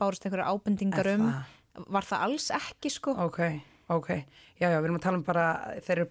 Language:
Icelandic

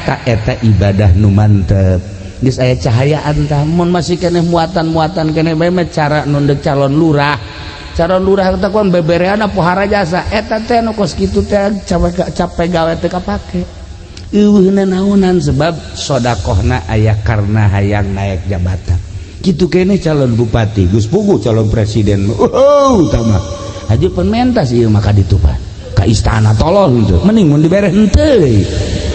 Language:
Sundanese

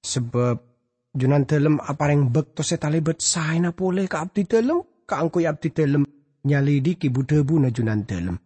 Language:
Madurese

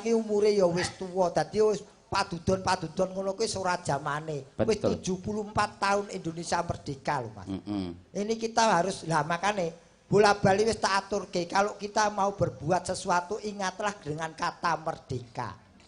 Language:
Javanese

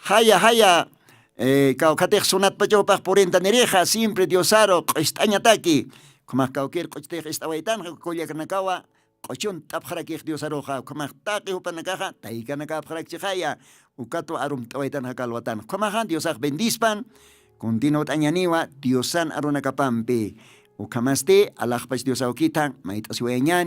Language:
Aymara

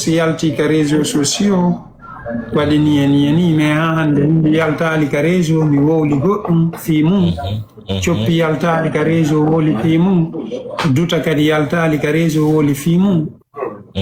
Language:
Fula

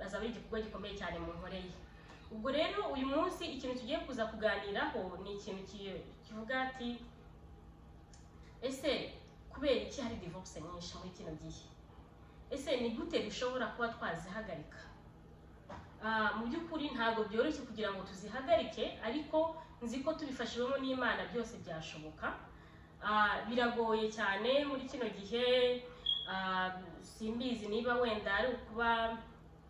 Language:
Kinyarwanda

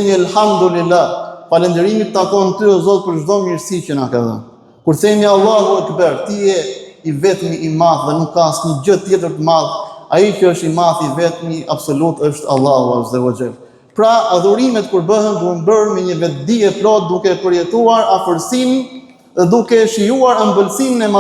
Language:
Albanian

